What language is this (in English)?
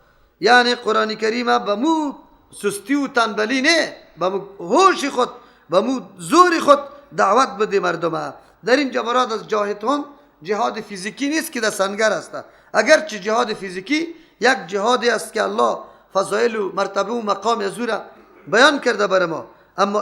Persian